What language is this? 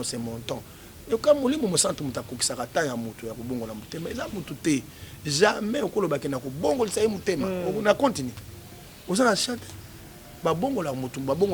Lingala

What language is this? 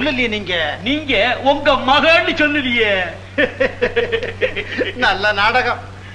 Tamil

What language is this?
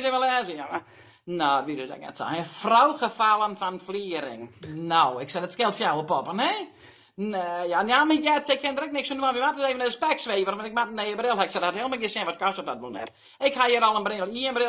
Western Frisian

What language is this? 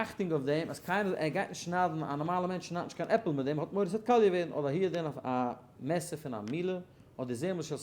Yiddish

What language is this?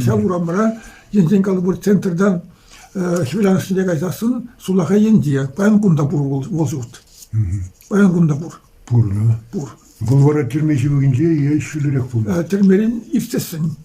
Chuvash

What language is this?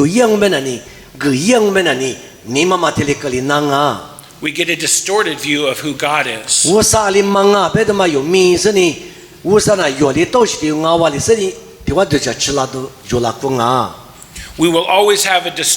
Lisu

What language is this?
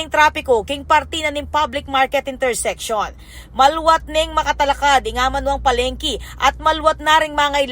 Pampanga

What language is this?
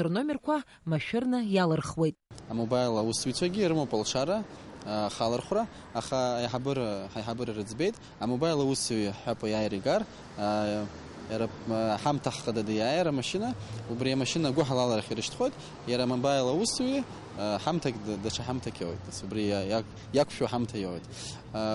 Abkhazian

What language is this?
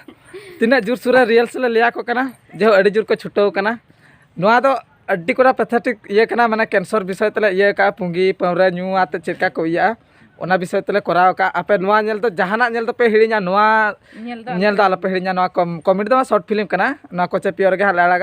Santali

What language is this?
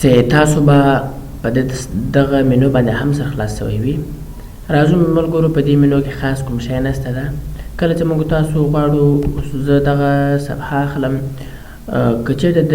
Pashto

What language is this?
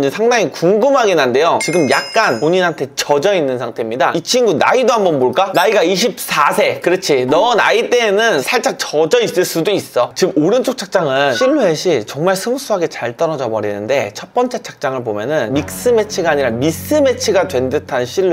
Korean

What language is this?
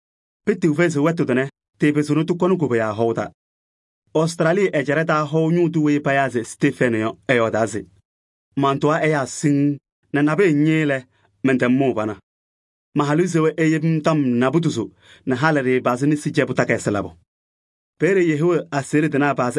Kabiyè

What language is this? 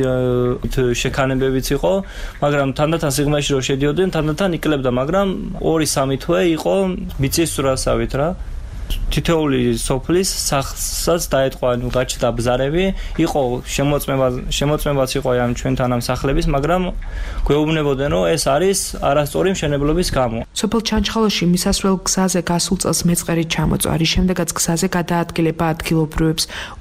Georgian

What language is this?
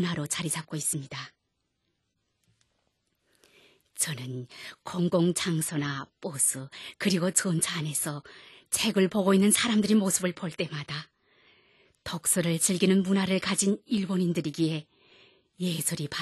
Korean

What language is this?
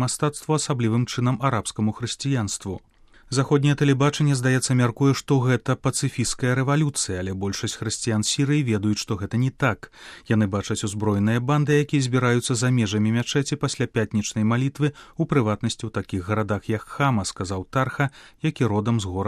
Belarusian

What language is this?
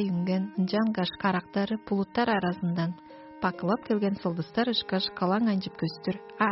Tuvinian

